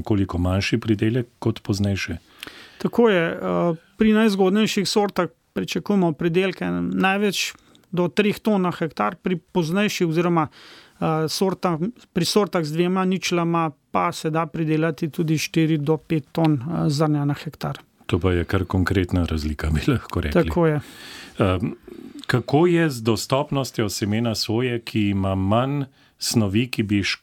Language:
Slovenian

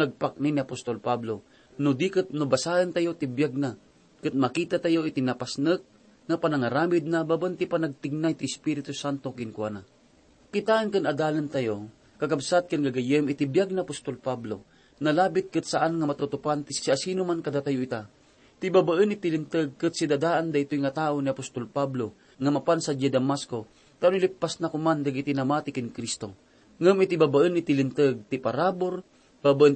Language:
Iloko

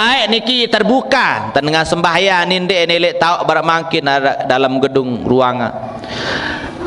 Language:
Sasak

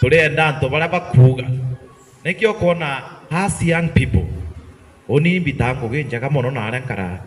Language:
Meru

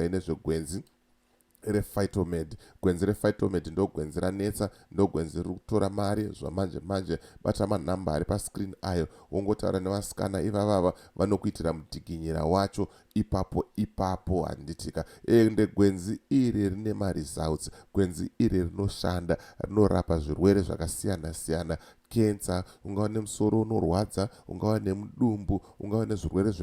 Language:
Shona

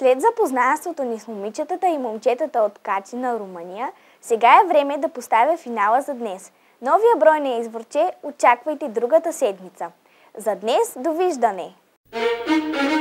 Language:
Bulgarian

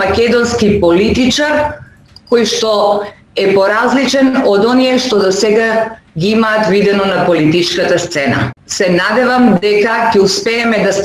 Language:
Macedonian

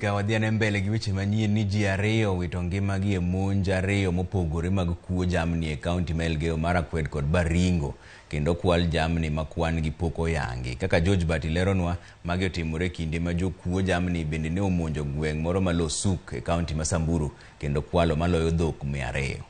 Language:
Luo (Kenya and Tanzania)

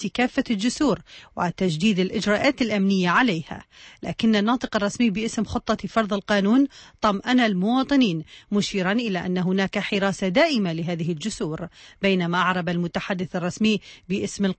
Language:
Arabic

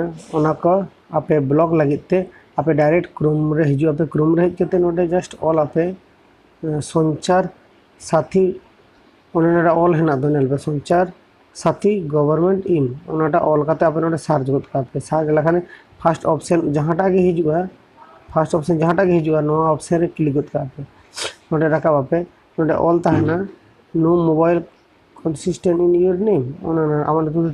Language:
Santali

